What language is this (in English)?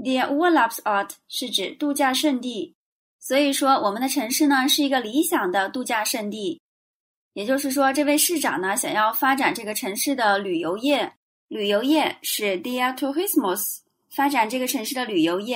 Chinese